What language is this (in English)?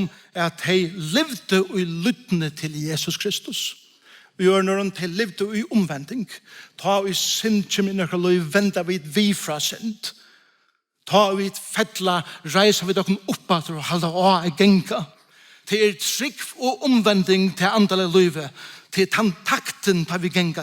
Faroese